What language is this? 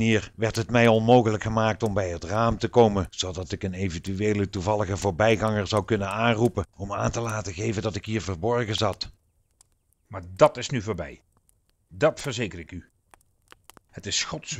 Dutch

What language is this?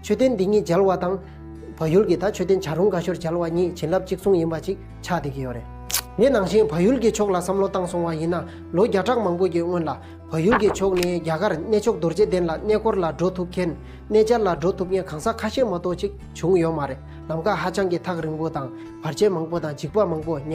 Tibetan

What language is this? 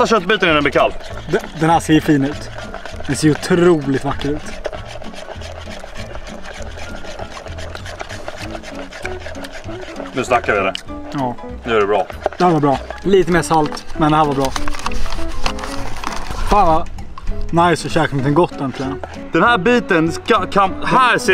Swedish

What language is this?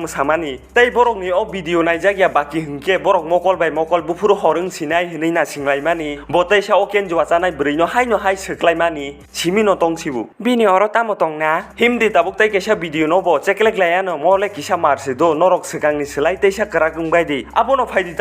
Kok Borok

